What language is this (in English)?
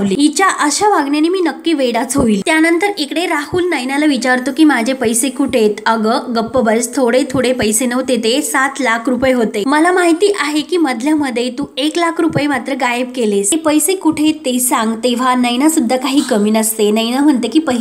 Marathi